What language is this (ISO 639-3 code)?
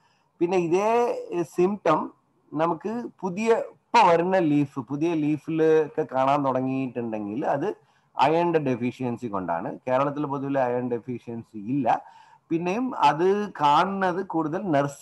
mal